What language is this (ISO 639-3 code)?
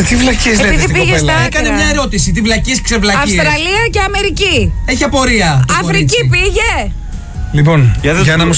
ell